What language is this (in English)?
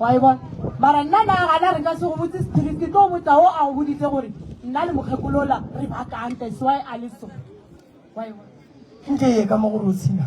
Northern Sotho